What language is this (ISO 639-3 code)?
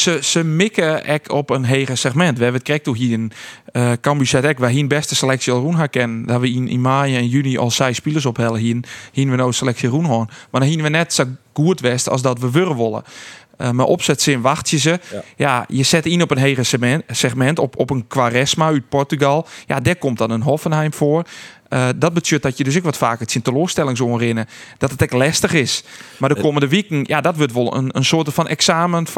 fry